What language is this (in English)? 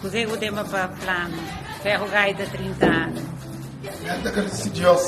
Kabuverdianu